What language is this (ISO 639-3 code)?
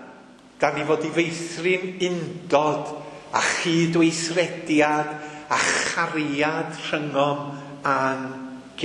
cym